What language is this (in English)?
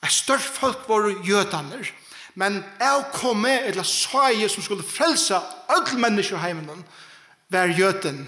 Faroese